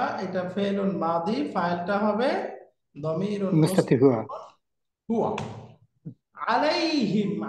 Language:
Bangla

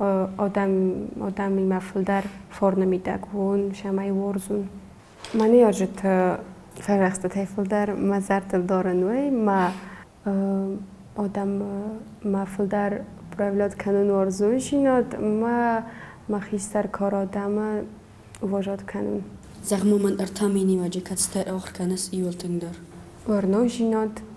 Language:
Ossetic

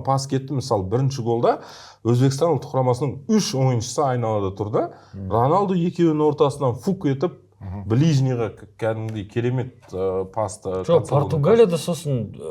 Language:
Kazakh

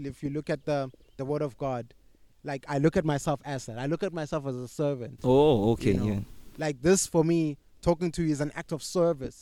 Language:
English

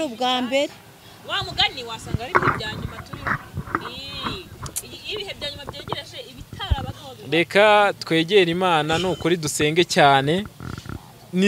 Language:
Kinyarwanda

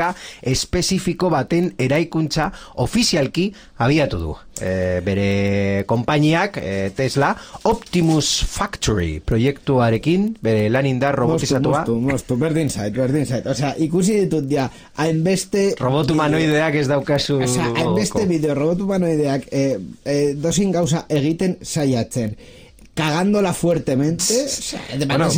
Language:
Basque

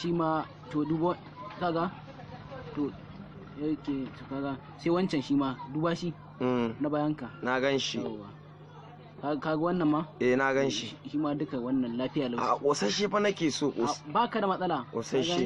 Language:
Hausa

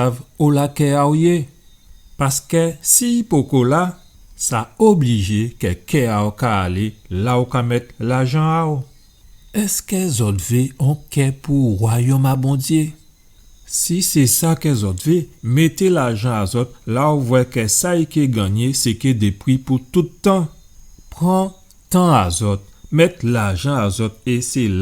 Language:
Guadeloupean Creole French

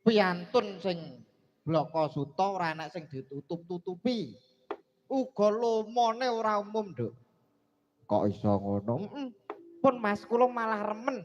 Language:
Javanese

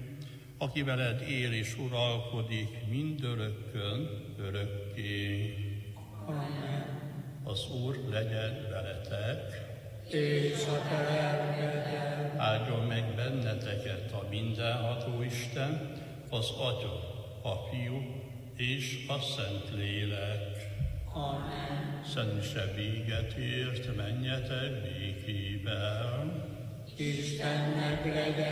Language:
Hungarian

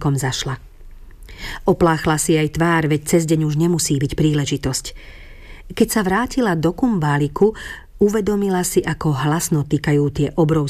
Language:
Slovak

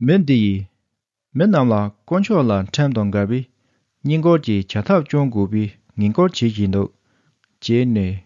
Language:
Tibetan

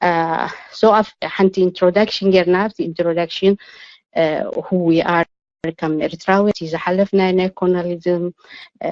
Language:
Tigrinya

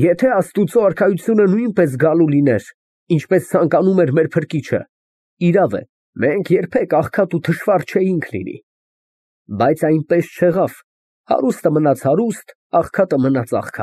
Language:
Armenian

